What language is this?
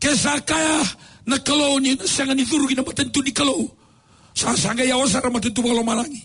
Fijian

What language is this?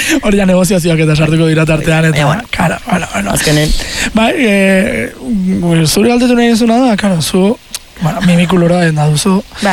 Basque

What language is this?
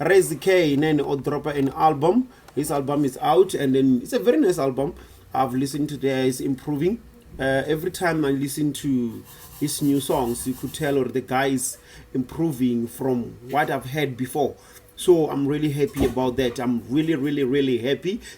Venda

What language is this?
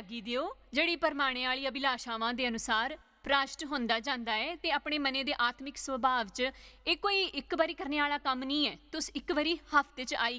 Dogri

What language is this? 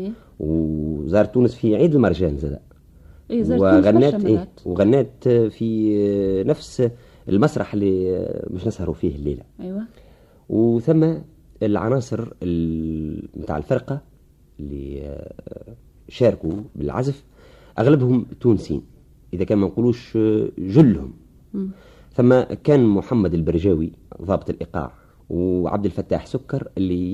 Tunisian Arabic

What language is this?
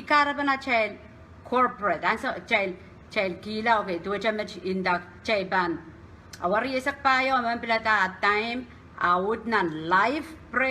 Pohnpeian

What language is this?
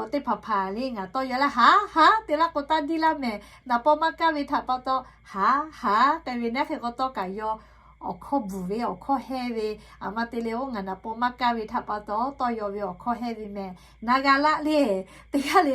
Lahu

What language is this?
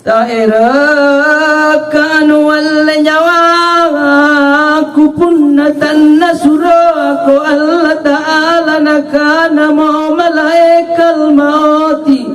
Makasar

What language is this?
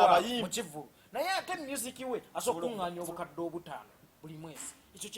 Ganda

